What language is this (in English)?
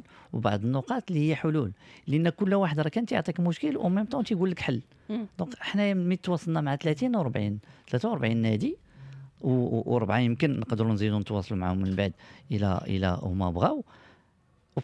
Moroccan Arabic